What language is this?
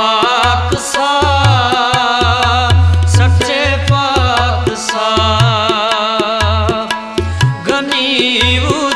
Hindi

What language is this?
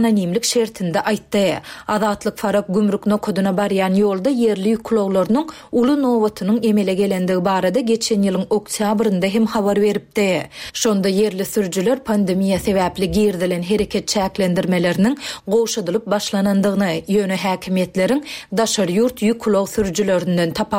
Turkmen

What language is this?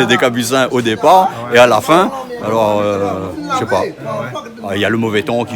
Réunion Creole French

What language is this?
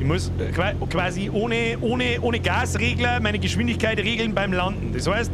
Bavarian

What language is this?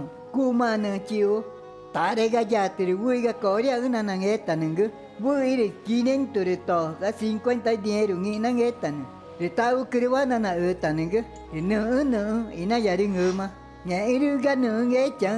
Ticuna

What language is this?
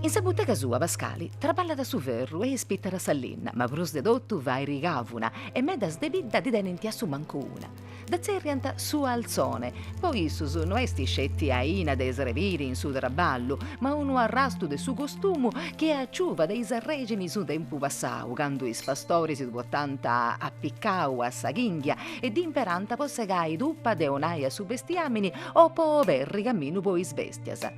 Sardinian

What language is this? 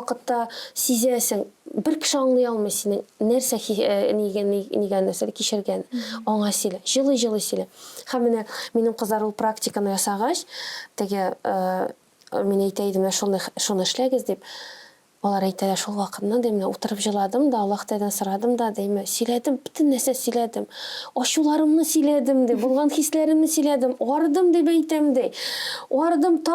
Tatar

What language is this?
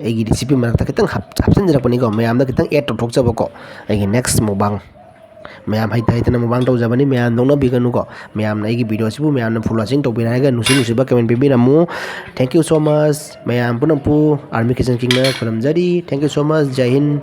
Manipuri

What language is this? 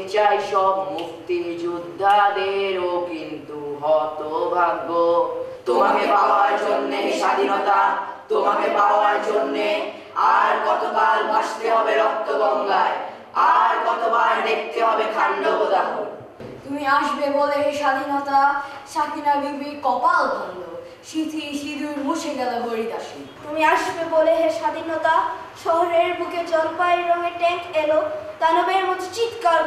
Bangla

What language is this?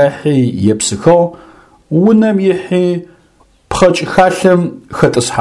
Adyghe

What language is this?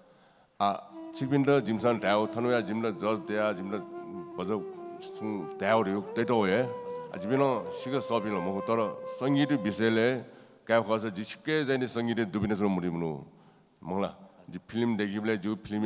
Newari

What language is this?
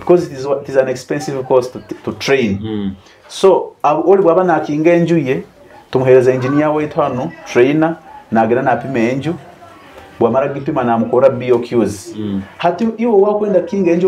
Nyoro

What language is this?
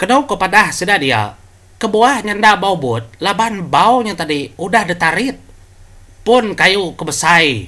Iban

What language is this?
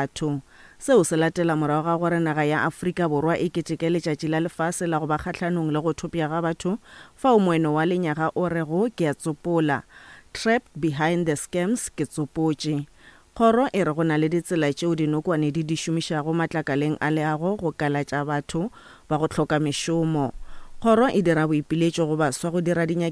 Northern Sotho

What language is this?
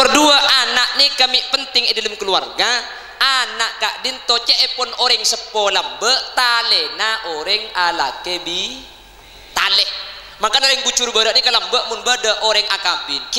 Madurese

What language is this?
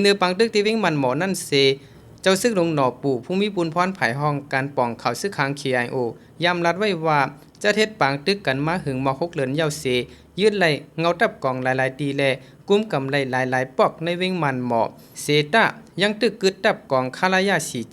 Shan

